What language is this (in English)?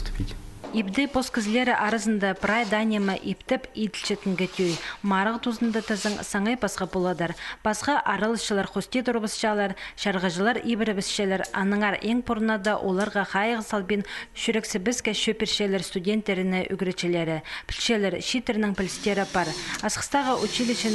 Khakas